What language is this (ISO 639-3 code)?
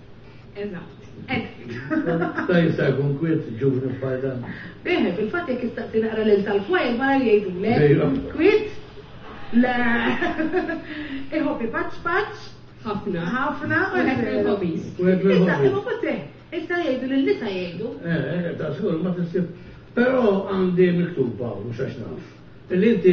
mlt